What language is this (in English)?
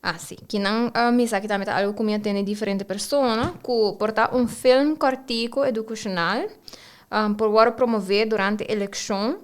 Papiamento